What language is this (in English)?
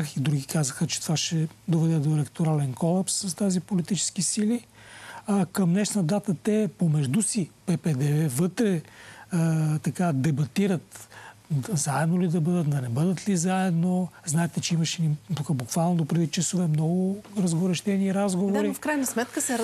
Bulgarian